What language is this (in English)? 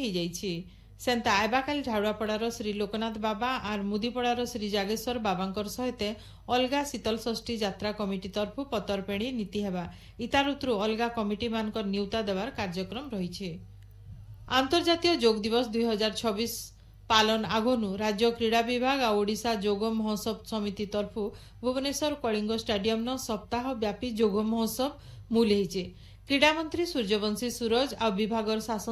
Odia